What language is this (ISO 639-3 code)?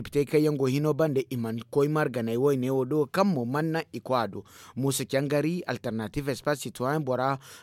dje